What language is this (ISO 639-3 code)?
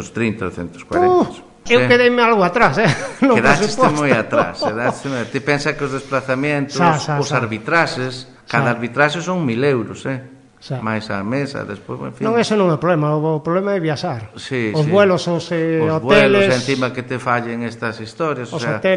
glg